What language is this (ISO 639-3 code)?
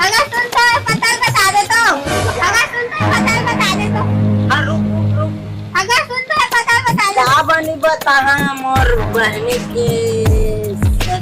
hne